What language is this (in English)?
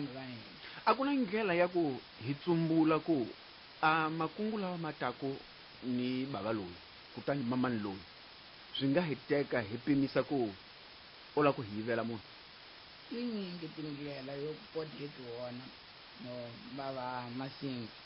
Tsonga